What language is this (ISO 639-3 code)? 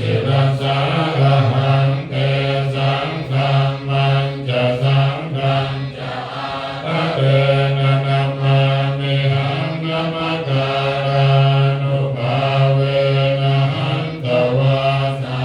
pli